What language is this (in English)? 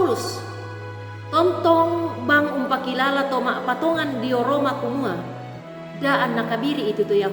Toraja-Sa'dan